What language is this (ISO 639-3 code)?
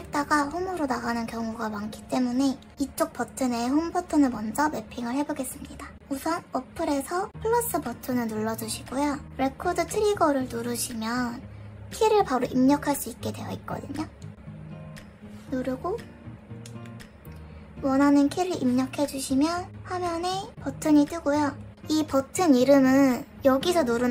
kor